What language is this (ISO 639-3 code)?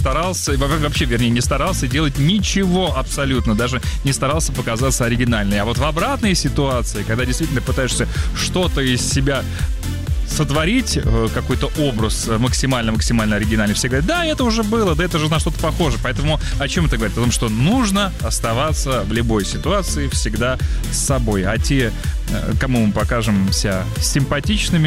rus